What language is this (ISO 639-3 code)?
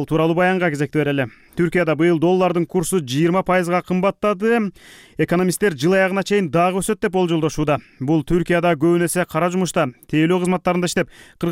kir